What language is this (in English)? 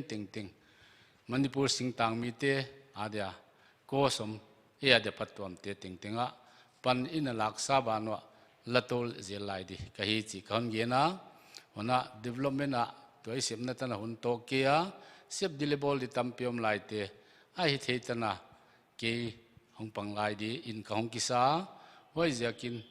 Paite Chin